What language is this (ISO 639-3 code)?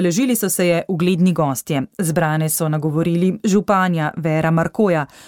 slv